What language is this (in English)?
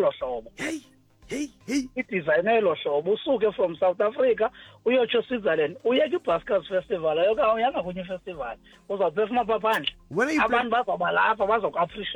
Xhosa